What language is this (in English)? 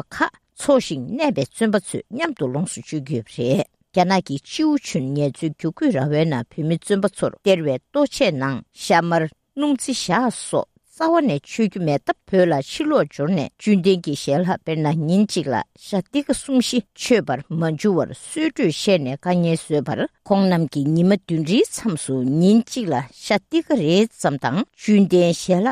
Tibetan